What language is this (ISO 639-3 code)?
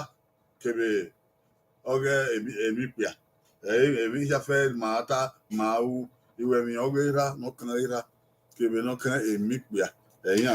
bin